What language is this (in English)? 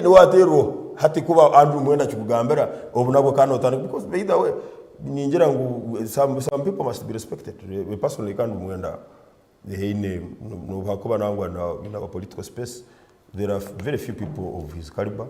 Nyankole